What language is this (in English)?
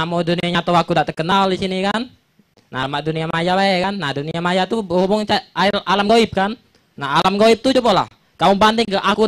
Musi